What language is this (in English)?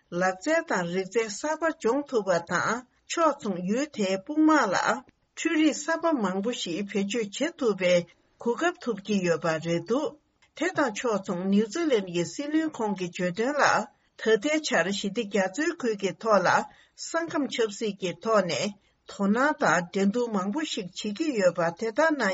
Tibetan